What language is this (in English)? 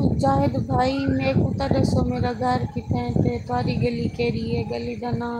Saraiki